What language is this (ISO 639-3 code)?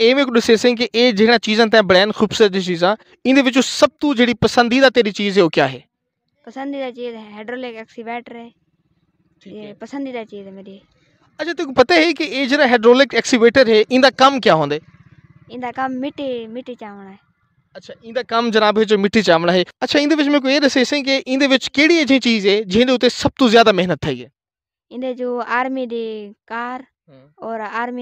skr